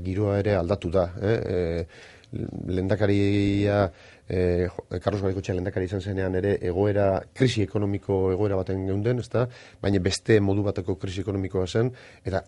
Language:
Basque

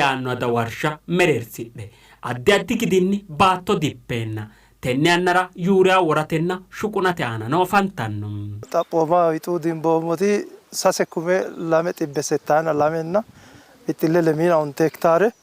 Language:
Sidamo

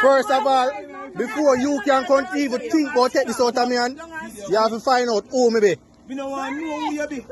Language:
Jamaican Creole English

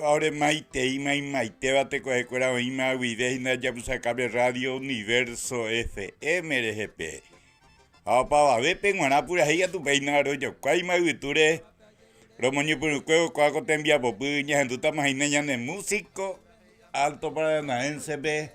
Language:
Guarani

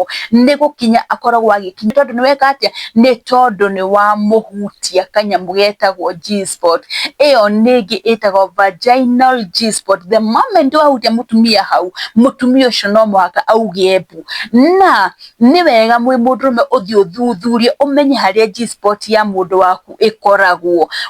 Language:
Kikuyu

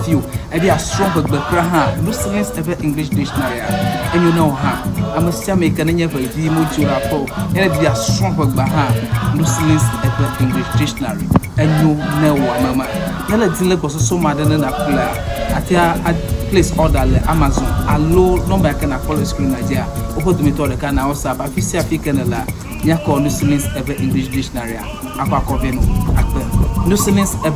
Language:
Ewe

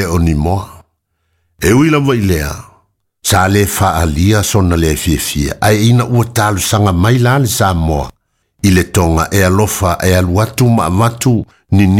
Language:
Samoan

